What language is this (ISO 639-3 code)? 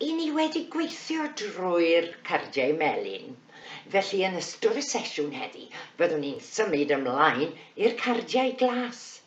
cym